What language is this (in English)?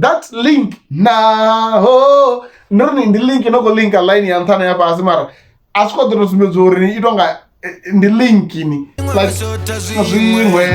Venda